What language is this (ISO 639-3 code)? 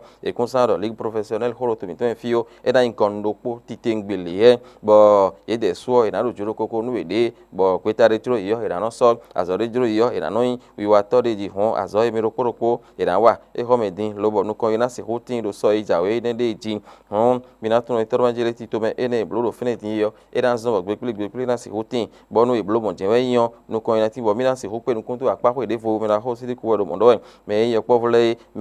fon